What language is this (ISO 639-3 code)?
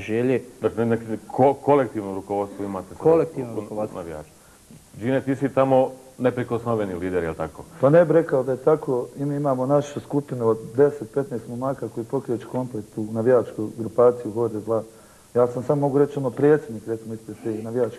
bos